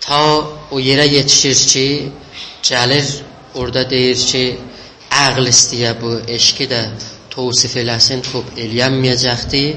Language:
South Azerbaijani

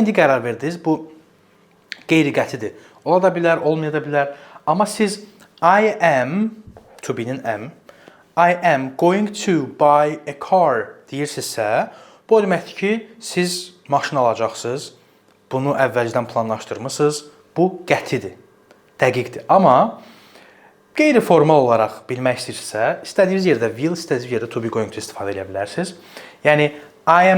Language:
Azerbaijani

